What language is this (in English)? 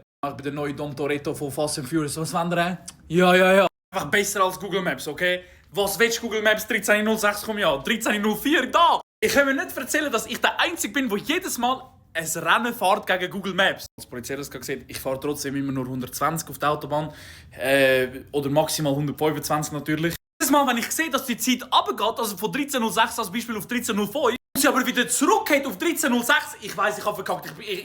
Swiss German